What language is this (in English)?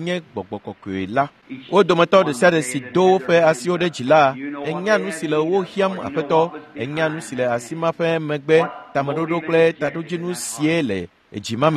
Ewe